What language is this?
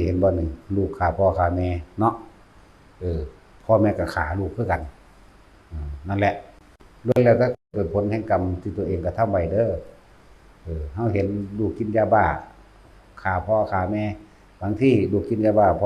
Lao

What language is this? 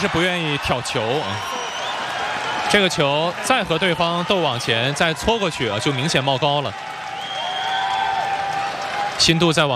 Chinese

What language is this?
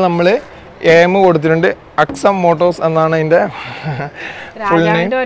Malayalam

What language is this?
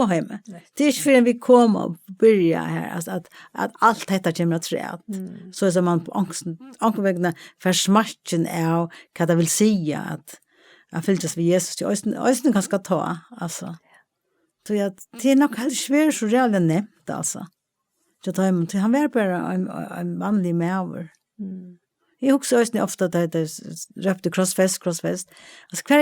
Faroese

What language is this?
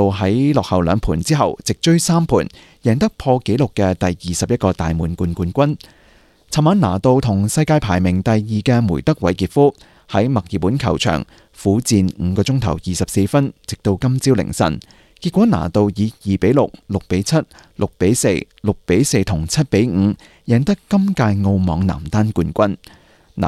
Cantonese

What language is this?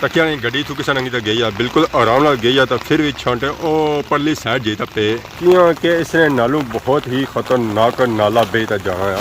Pahari-Potwari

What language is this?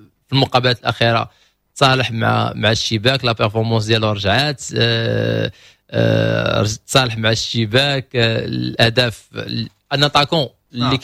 Moroccan Arabic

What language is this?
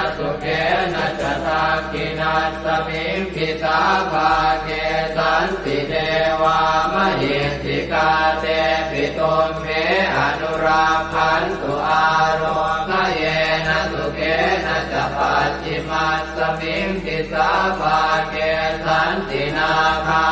Pali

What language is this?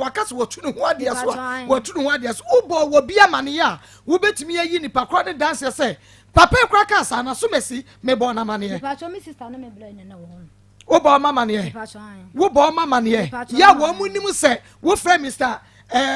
Akan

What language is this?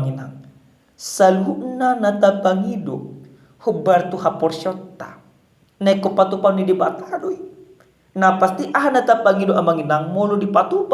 Batak Toba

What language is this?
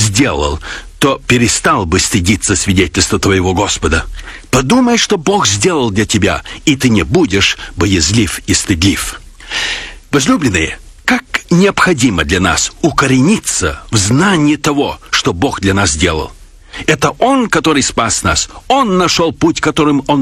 Russian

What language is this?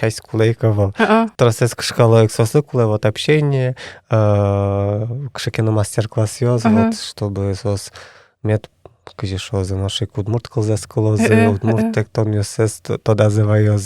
Udmurt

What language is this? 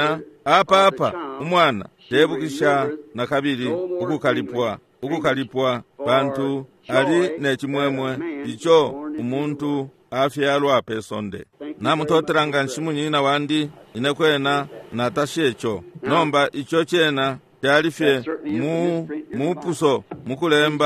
Bemba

